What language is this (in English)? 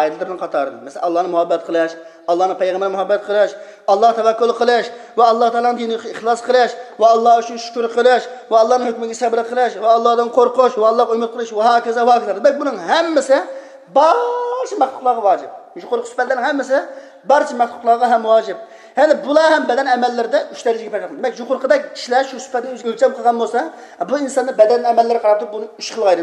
Uyghur